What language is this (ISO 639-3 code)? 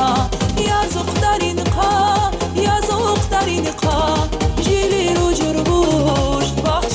tab